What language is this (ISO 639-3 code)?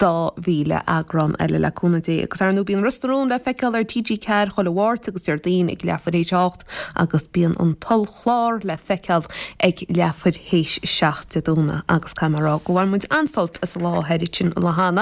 gle